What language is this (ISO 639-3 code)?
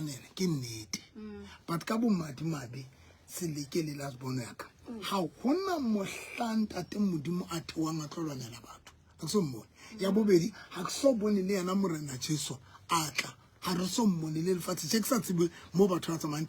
sot